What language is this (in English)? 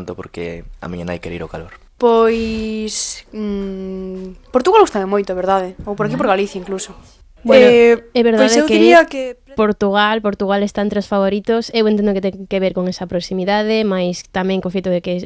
Galician